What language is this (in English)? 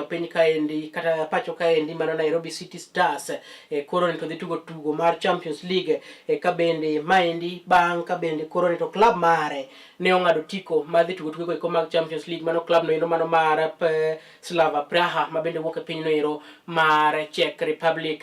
Luo (Kenya and Tanzania)